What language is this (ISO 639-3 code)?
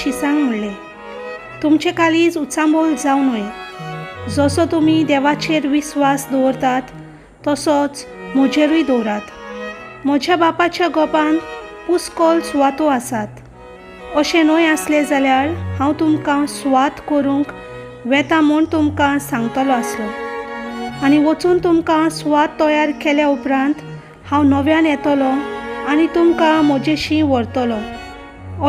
kok